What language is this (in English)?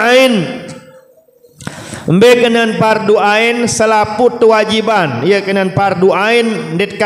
Sasak